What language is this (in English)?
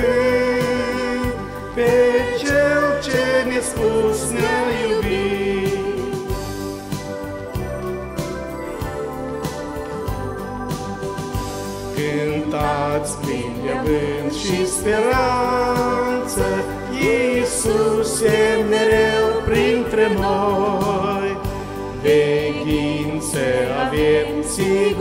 Romanian